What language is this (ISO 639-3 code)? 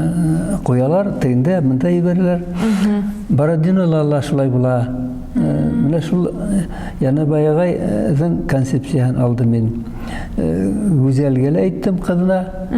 bak